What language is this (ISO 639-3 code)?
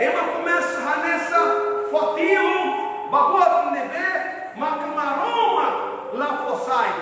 tet